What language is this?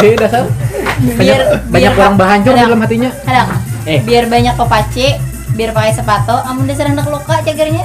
Banjar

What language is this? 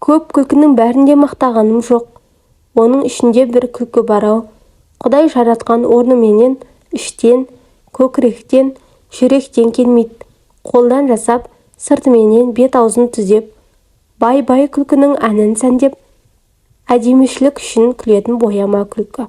Kazakh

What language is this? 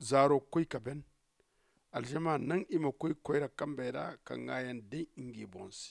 Zarma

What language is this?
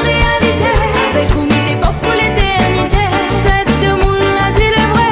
Réunion Creole French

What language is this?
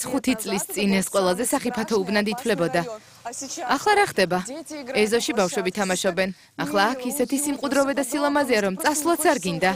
Georgian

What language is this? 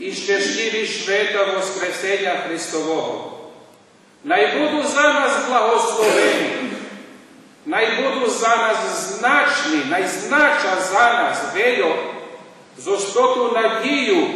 Rusyn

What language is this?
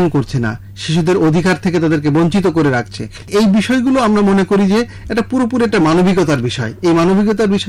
Bangla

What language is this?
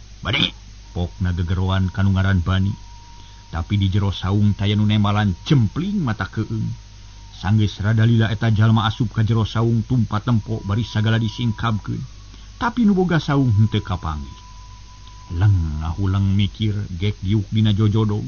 Sundanese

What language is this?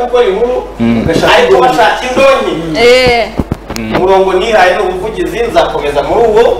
Kinyarwanda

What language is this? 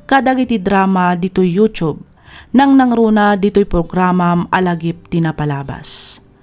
Iloko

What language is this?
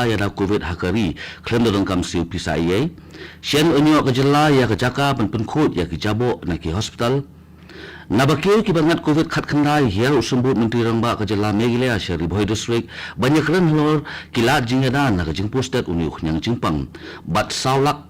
Khasi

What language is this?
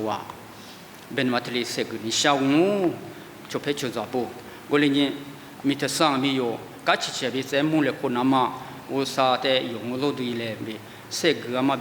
Lisu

